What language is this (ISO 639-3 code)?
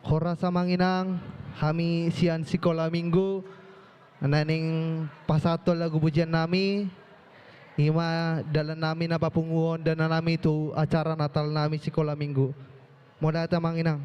bbc